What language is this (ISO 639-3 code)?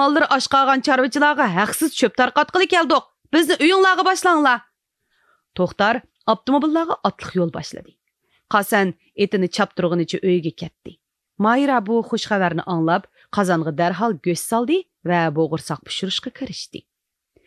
uig